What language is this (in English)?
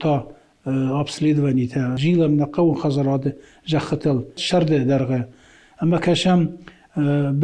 Ossetic